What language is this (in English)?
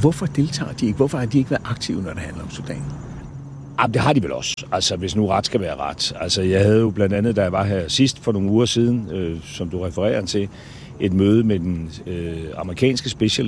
Danish